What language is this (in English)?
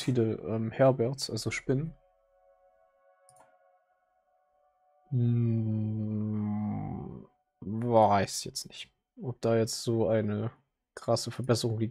German